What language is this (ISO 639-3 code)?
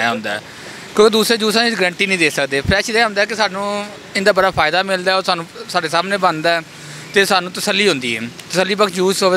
lah